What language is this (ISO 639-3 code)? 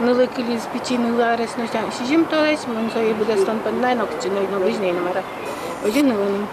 udm